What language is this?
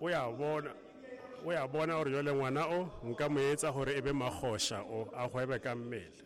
Southern Sotho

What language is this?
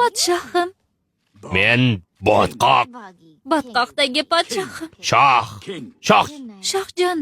Uzbek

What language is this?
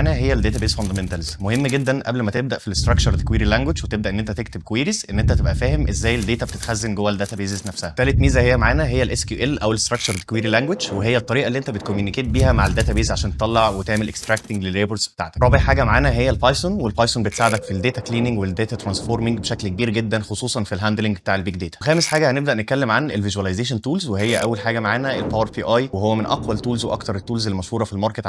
Egyptian Arabic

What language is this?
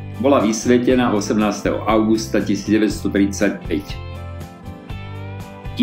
Slovak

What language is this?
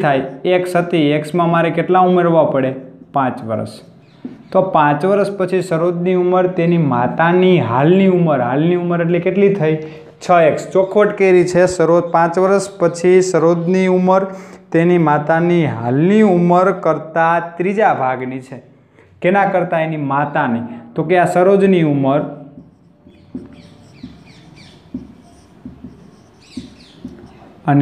Gujarati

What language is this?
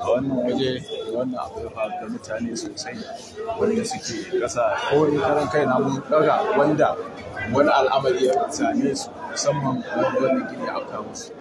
Hausa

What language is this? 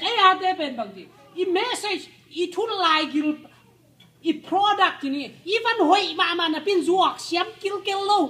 Tedim Chin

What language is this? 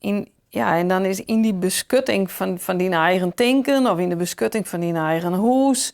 Western Frisian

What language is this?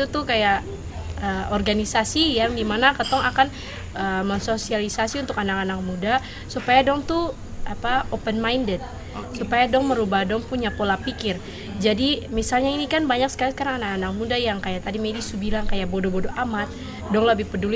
Ambonese Malay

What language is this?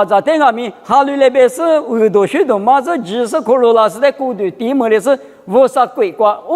Lisu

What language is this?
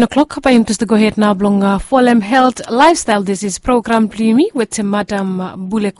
Bislama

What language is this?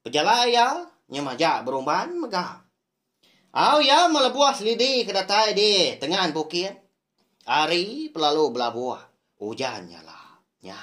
Iban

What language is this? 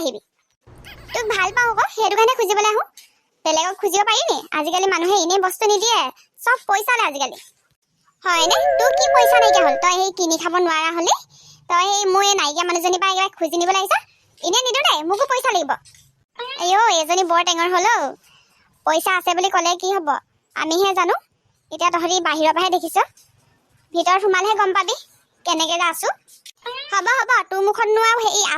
Assamese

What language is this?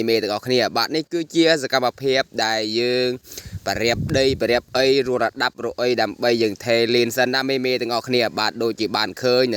Khmer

